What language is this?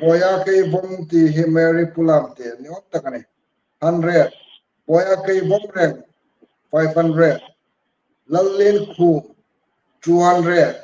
Hmar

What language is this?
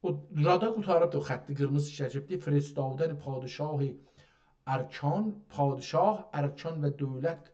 South Azerbaijani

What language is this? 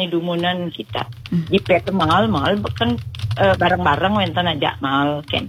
Balinese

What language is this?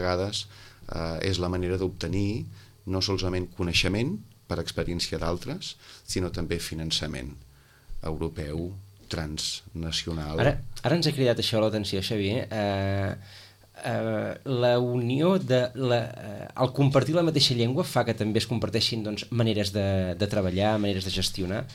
Catalan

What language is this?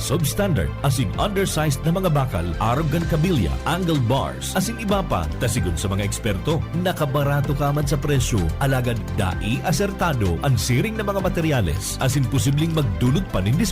Bikol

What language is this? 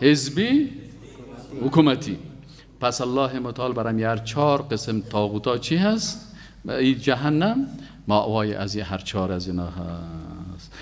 Persian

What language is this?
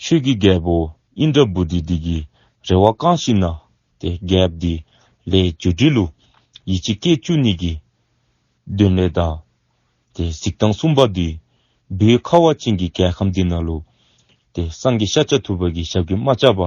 Dzongkha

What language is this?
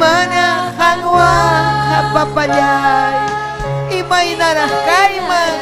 Ayacucho Quechua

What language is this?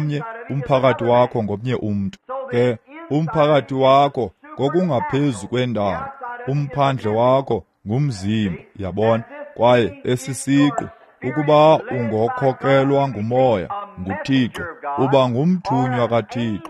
Xhosa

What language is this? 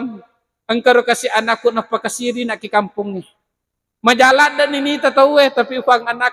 Buginese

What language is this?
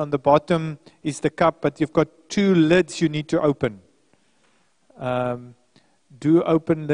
English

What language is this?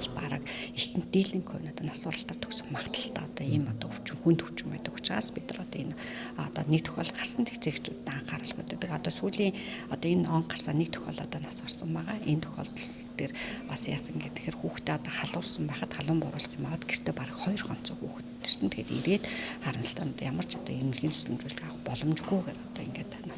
Mongolian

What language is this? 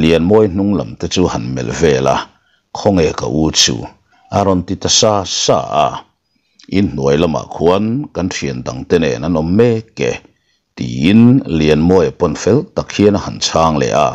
Mizo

